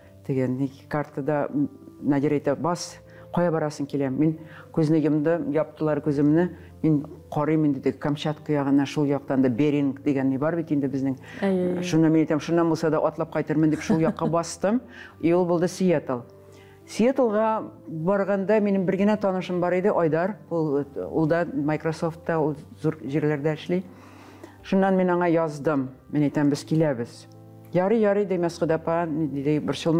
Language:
Tatar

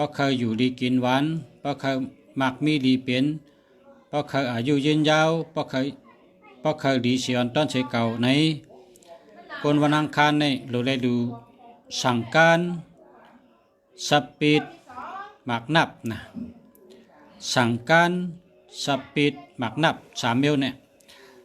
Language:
Shan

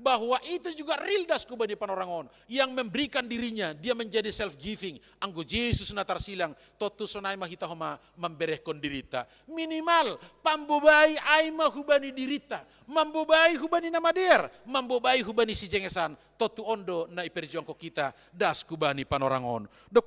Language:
Batak Simalungun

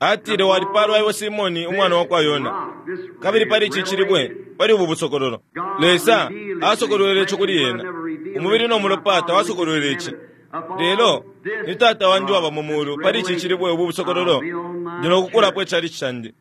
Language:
Bemba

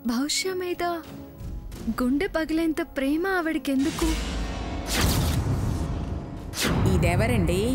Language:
Telugu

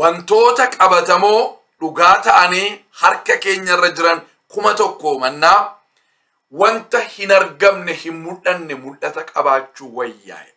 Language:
Oromo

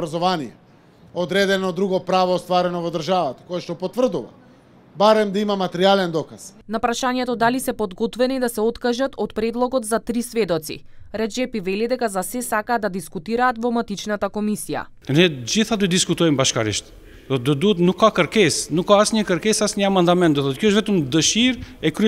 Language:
Macedonian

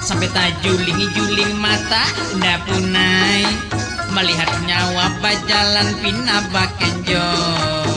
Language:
Banjar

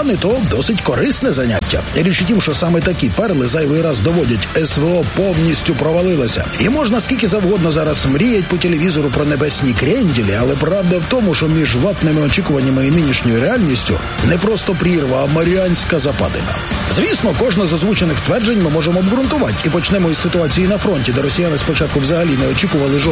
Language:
Ukrainian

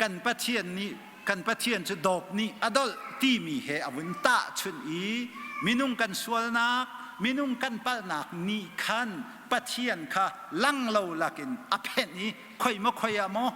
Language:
Hakha Chin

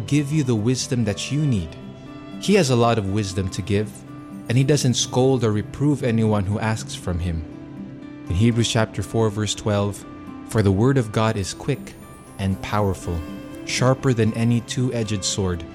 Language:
English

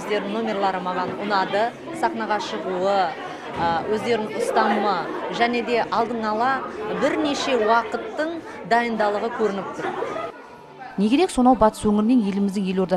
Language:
Kazakh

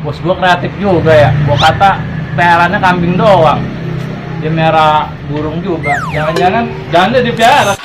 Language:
Betawi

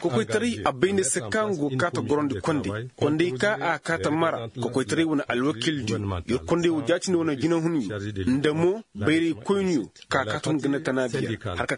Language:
Koyraboro Senni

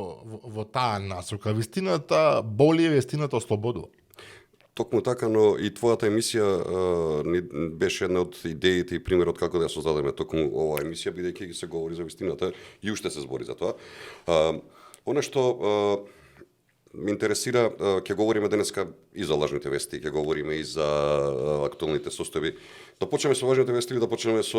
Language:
Macedonian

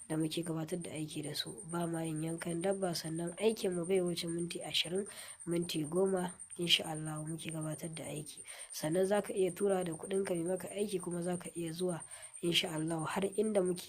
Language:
Hausa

